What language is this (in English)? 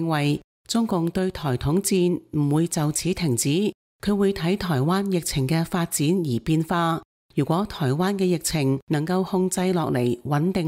Cantonese